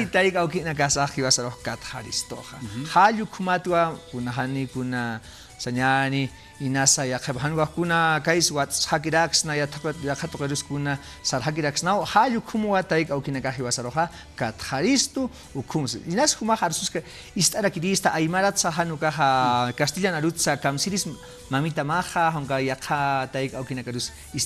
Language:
Aymara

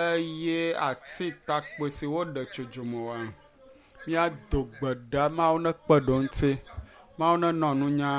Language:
Ewe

